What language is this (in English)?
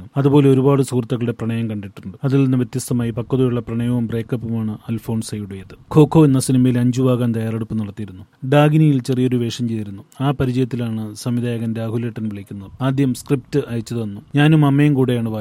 Malayalam